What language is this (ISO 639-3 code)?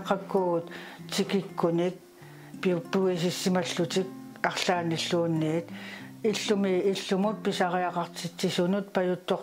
kal